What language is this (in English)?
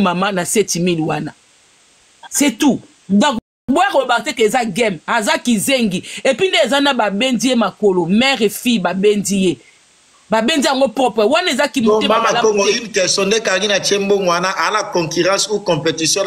Lingala